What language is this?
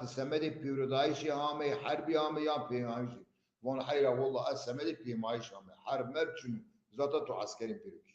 Zaza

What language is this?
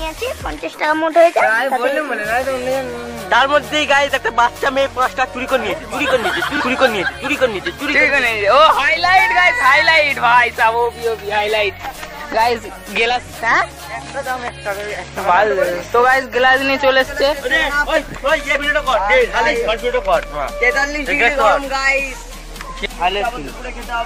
Bangla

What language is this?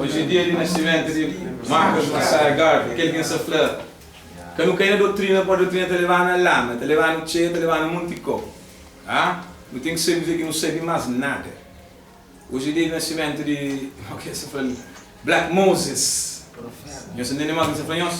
Kabuverdianu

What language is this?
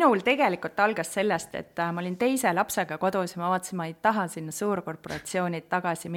Estonian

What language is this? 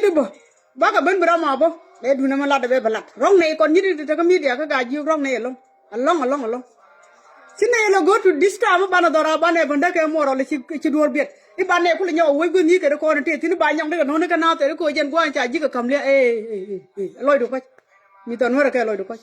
Nuer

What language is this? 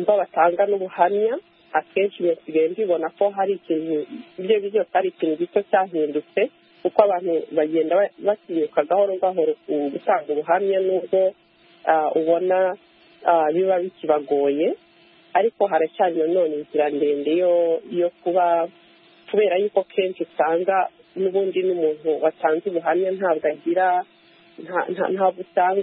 Kinyarwanda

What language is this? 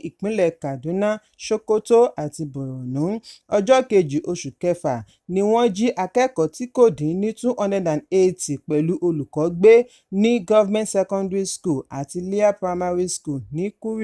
Yoruba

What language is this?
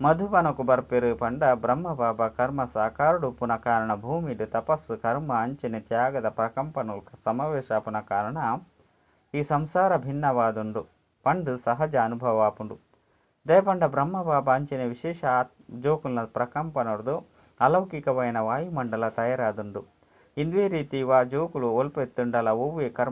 Tulu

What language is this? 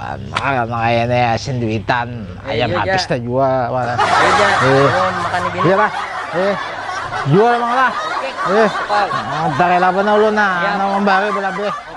Banjar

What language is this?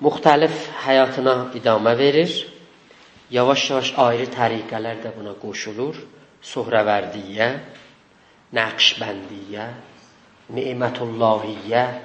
South Azerbaijani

